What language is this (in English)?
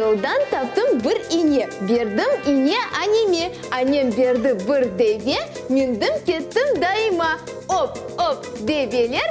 Crimean Tatar